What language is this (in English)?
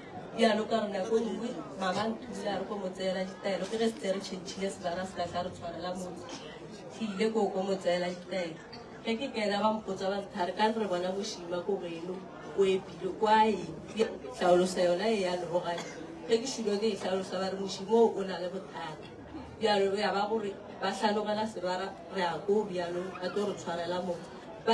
Northern Sotho